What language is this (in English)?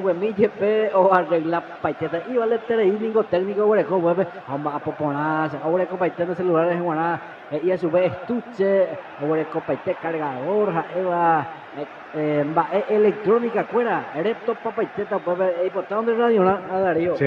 Guarani